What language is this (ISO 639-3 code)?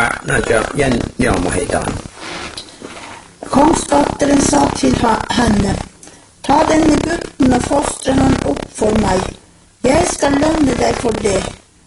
nor